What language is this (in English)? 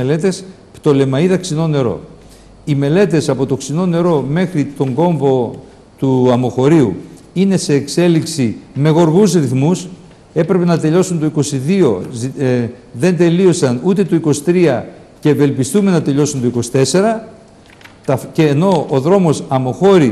Greek